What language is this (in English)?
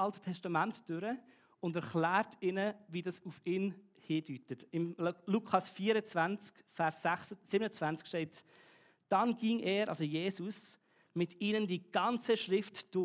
Swiss German